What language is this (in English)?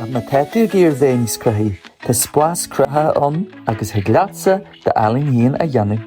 Irish